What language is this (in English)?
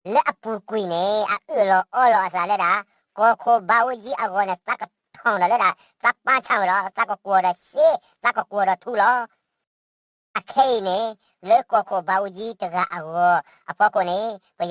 S'gaw Karen